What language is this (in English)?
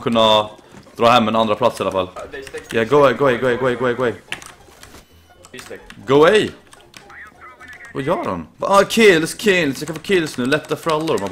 Swedish